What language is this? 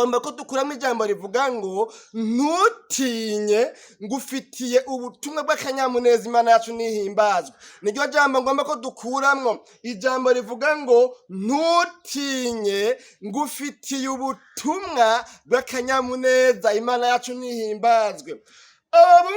Rundi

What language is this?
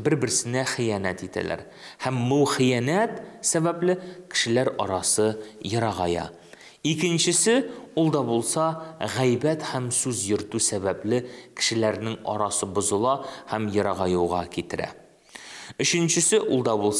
Tatar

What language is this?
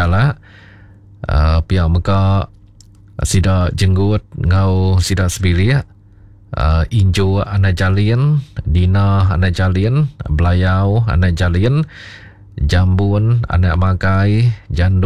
Iban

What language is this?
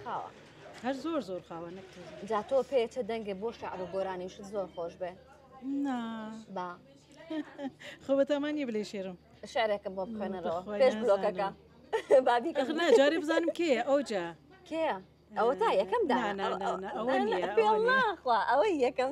Central Kurdish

